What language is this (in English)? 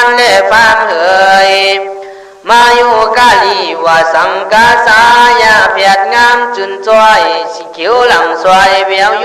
Khün